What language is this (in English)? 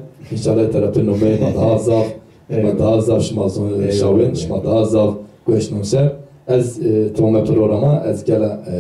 Zaza